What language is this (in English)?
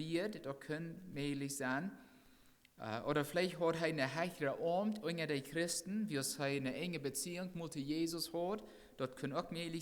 Plautdietsch